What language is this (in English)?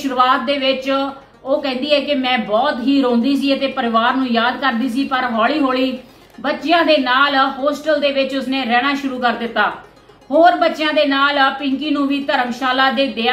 Punjabi